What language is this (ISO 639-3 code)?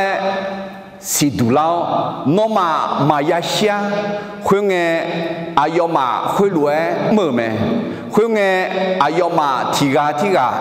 ahk